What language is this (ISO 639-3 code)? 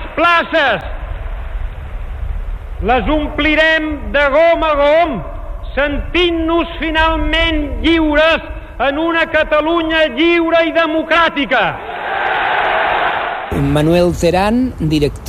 cat